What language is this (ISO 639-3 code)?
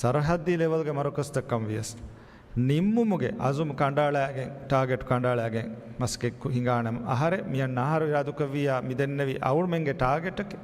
div